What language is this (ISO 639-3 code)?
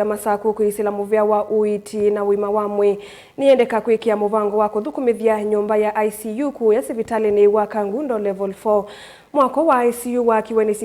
kam